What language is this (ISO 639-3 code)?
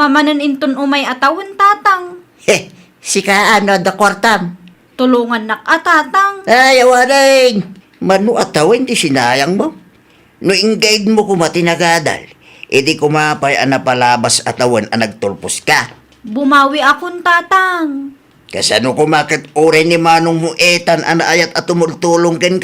ilo